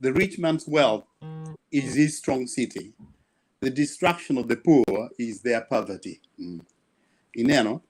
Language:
Acoli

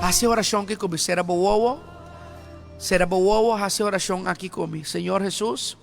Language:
Papiamento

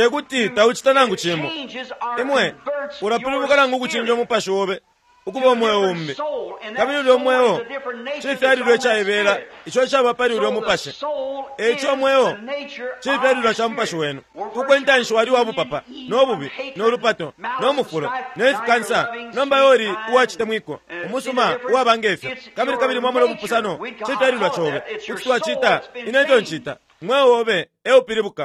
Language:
Bemba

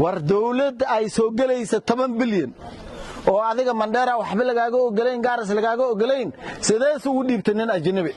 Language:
Somali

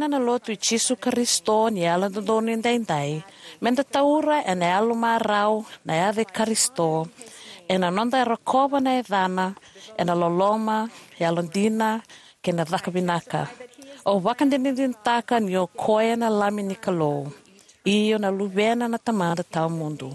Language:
Fijian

